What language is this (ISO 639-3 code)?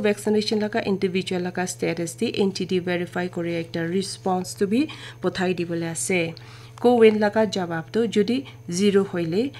nag